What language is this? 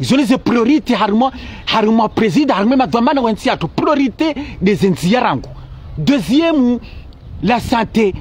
Ngazidja Comorian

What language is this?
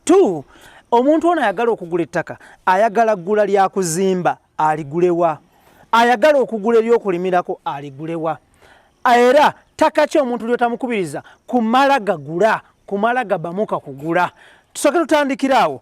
Ganda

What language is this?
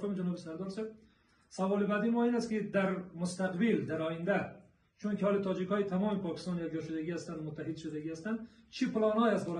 Persian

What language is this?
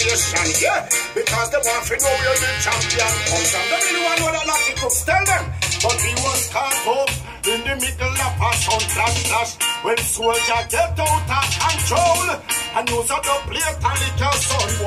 English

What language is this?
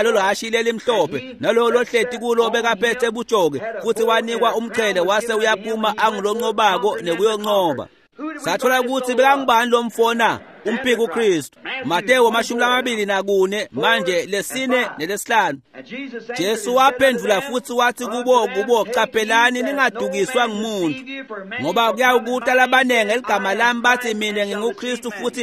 Swati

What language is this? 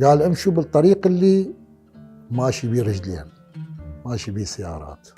Mesopotamian Arabic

